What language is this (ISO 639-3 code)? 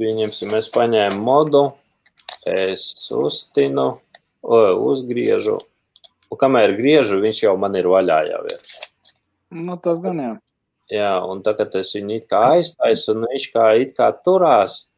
lav